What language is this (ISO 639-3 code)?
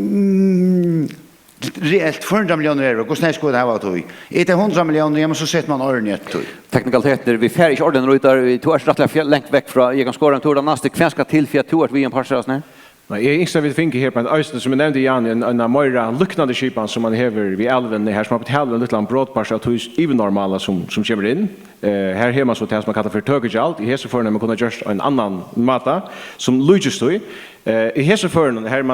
fao